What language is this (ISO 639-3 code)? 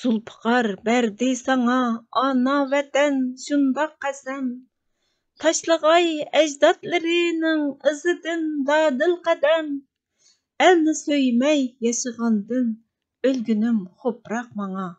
uig